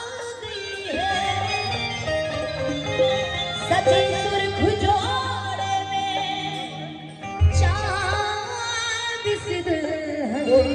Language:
Bhojpuri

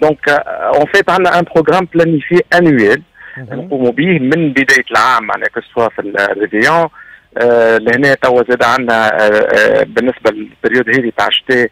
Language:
Tunisian Arabic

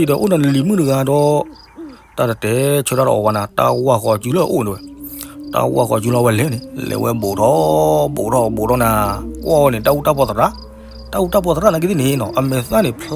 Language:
S'gaw Karen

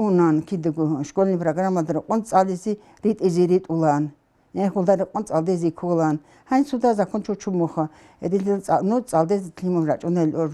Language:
Avaric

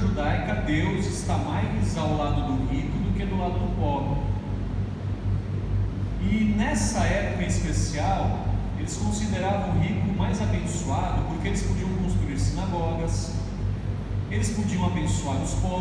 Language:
Portuguese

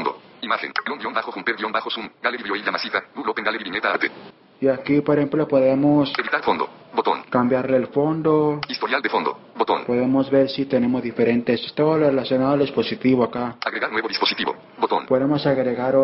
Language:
Spanish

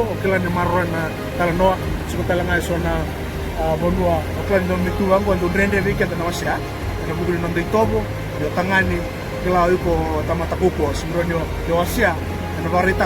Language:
Fijian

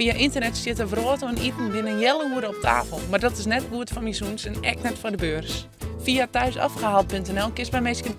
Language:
Western Frisian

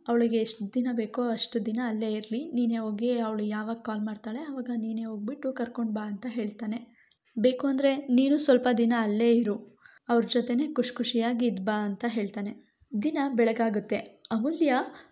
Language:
Kannada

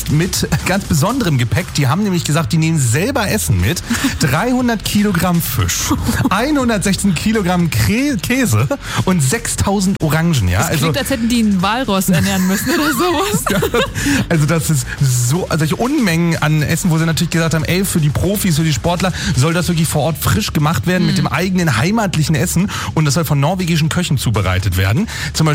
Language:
German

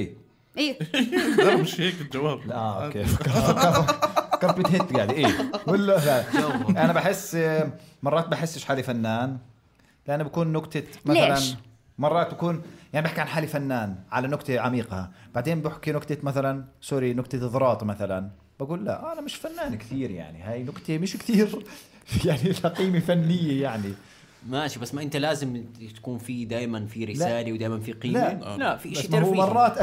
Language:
North Levantine Arabic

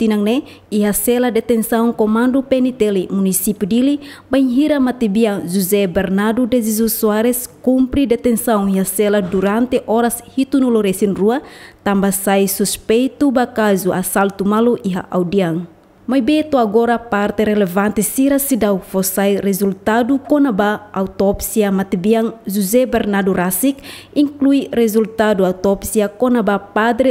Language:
Tetum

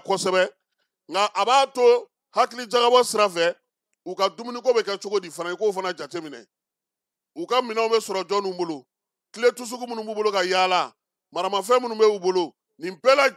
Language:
Bambara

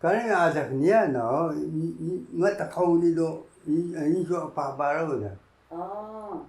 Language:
Taroko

